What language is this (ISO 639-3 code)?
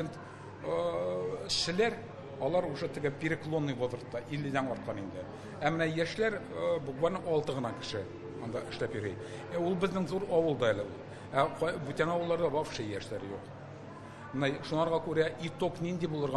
tat